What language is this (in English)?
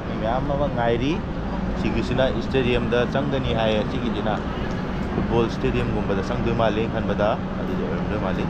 Manipuri